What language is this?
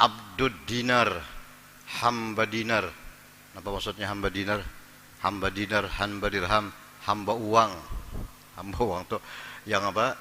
Banjar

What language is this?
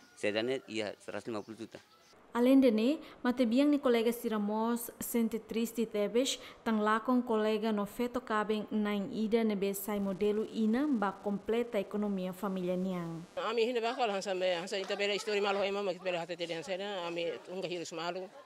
Tetum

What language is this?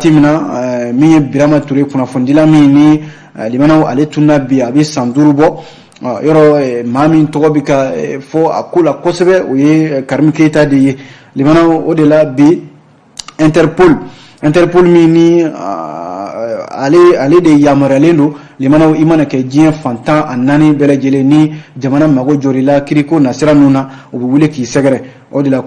Bambara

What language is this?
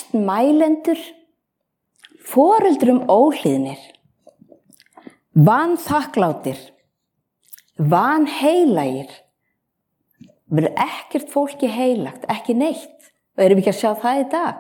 Icelandic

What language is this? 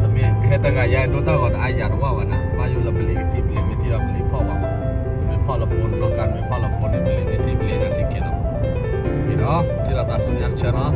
S'gaw Karen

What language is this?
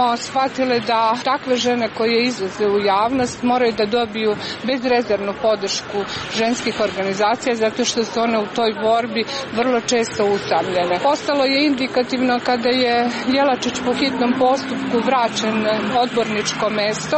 Serbian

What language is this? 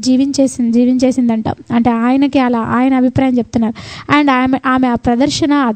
Telugu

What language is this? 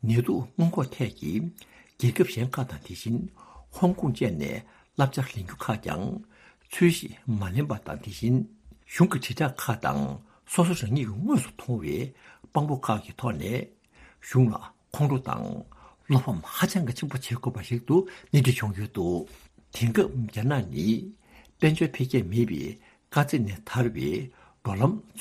Tibetan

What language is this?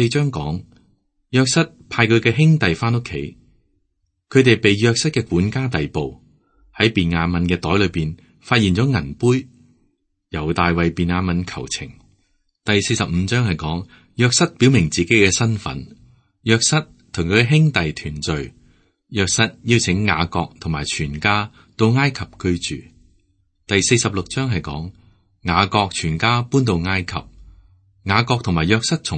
Cantonese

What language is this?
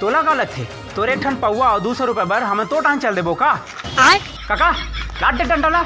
Chhattisgarhi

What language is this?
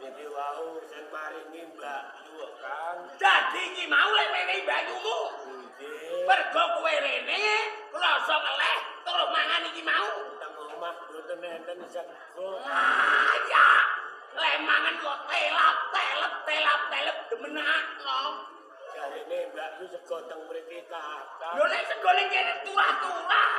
Javanese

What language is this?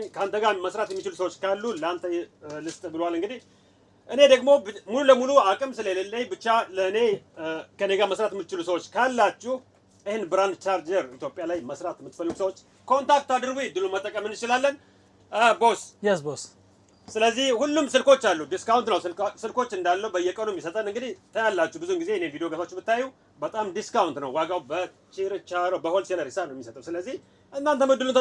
Amharic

